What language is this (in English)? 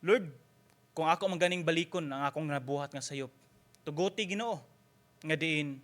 Cebuano